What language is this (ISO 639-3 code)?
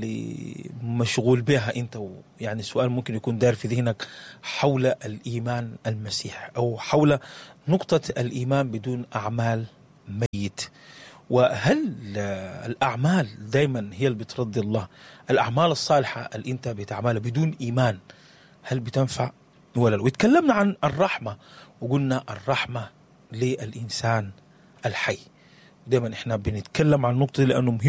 apd